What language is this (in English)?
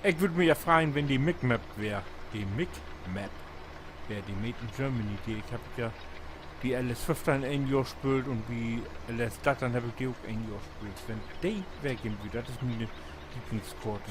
Low German